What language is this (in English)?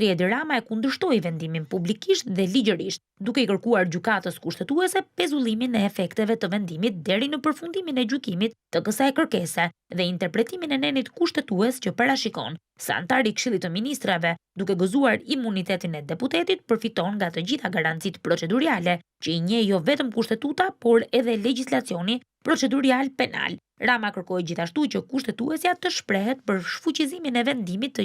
Albanian